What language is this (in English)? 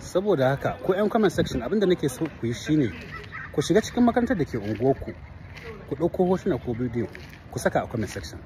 Hausa